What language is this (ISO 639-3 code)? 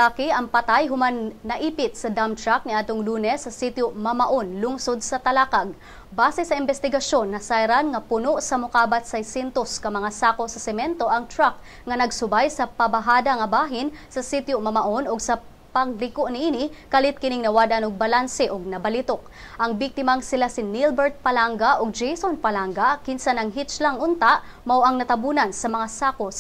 ceb